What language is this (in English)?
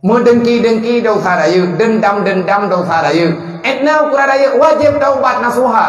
Achinese